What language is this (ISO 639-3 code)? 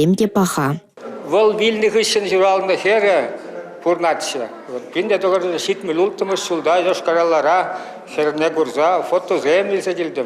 chv